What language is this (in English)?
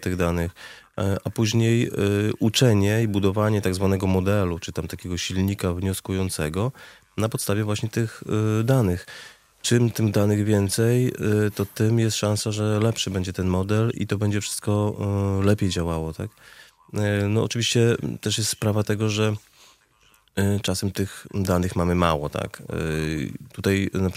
Polish